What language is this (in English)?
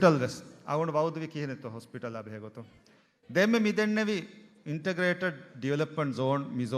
Divehi